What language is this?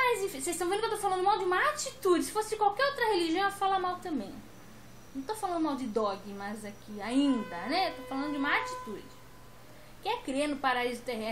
Portuguese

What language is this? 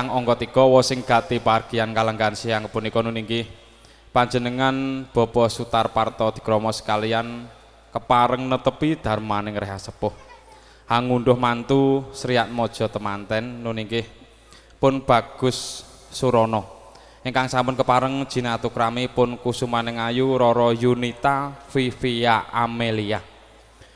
Javanese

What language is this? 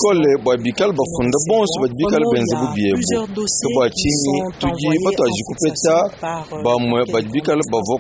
Luba-Lulua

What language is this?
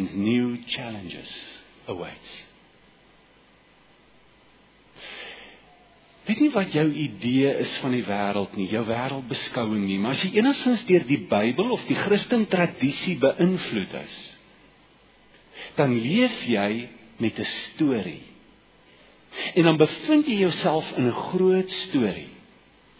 Afrikaans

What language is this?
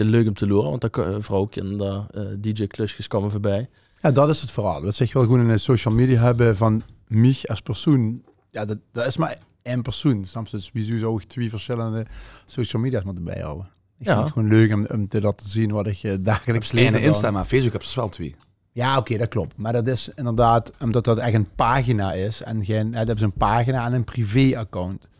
Limburgish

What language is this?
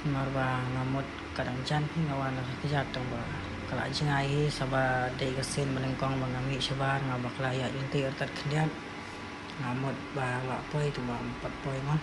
Khasi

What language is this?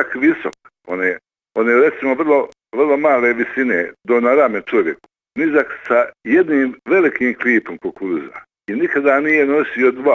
Bosnian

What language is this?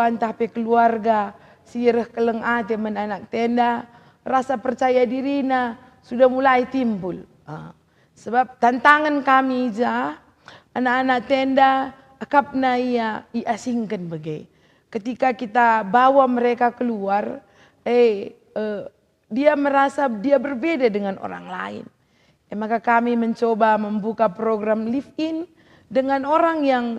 Batak Karo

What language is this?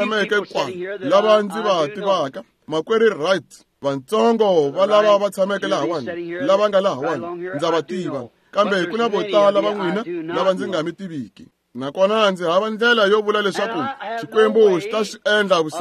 Tsonga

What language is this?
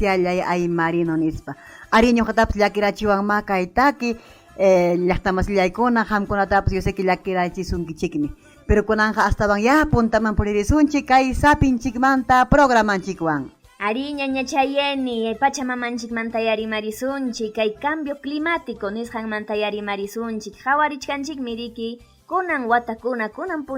Ayacucho Quechua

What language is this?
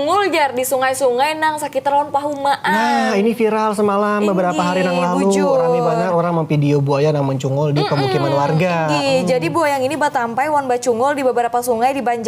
Banjar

